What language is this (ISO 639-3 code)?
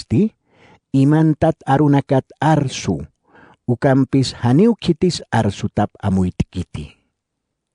aym